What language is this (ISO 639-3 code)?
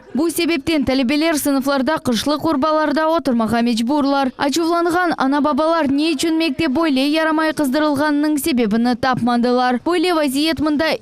crh